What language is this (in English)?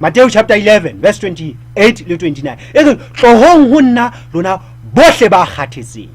Southern Sotho